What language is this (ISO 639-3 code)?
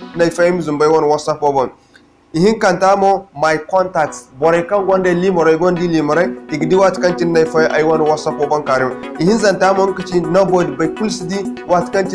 dje